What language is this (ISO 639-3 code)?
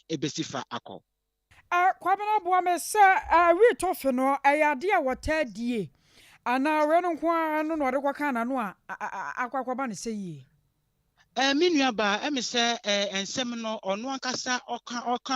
aka